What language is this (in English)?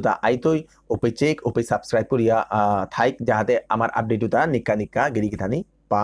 Bishnupriya